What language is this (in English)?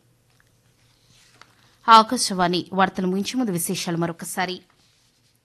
Telugu